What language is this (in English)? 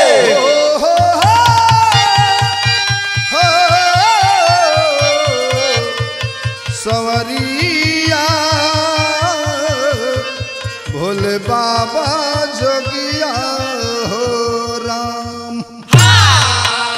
Bhojpuri